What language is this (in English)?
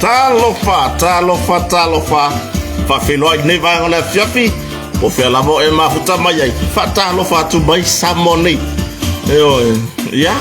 Samoan